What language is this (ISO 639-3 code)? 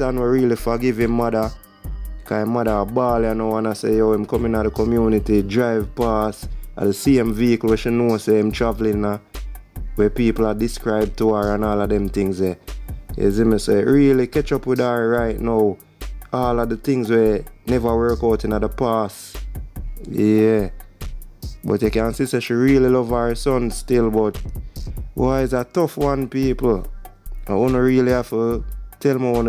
jam